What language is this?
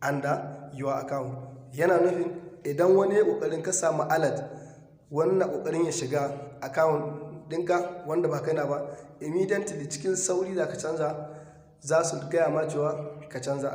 Hausa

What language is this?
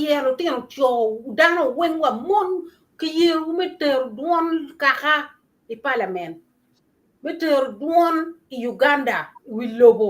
Acoli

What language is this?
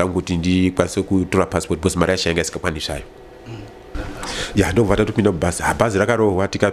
Shona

